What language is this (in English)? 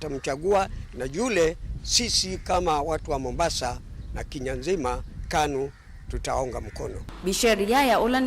Kamba